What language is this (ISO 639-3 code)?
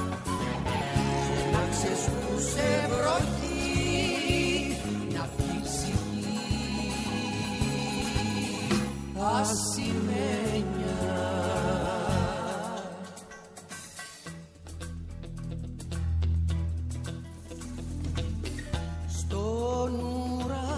ell